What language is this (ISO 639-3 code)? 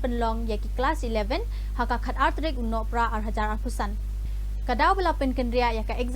kha